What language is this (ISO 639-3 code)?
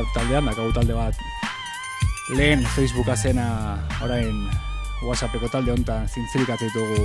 eus